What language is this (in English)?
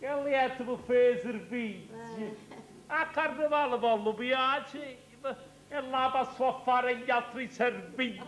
Neapolitan